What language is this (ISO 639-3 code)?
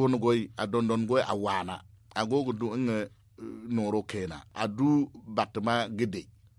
dje